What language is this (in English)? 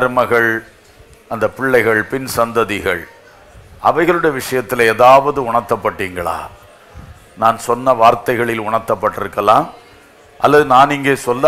Tamil